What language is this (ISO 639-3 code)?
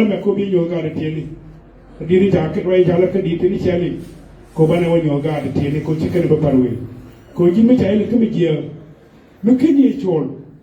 nus